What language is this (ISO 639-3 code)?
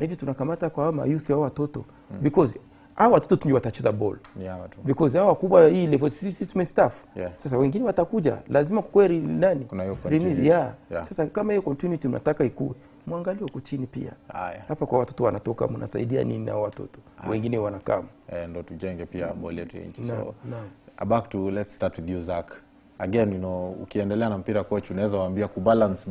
swa